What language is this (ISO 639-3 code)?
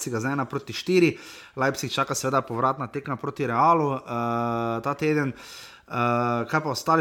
slv